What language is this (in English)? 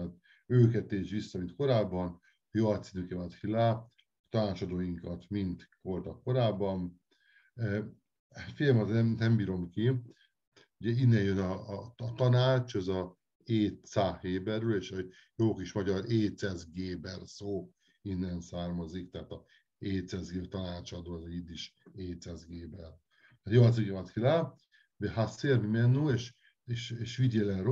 Hungarian